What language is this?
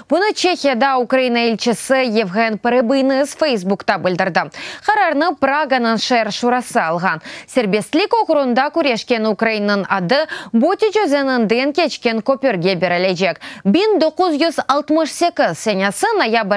Crimean Tatar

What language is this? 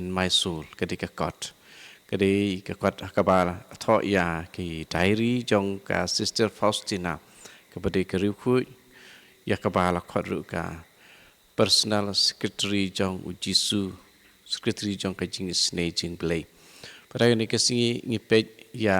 Khasi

